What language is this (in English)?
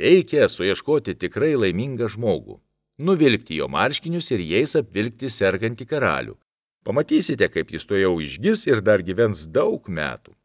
Lithuanian